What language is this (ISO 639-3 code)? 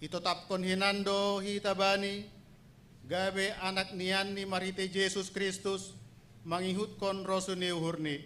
bts